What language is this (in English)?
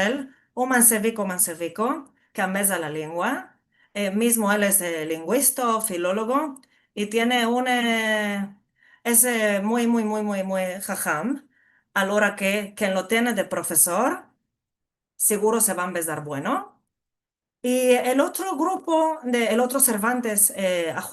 Ladino